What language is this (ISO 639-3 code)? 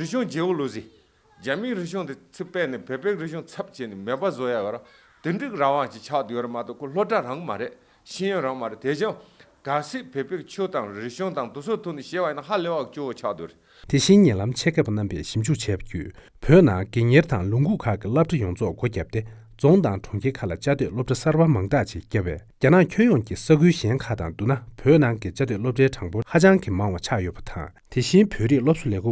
bod